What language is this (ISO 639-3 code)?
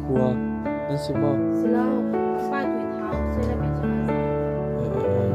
cnh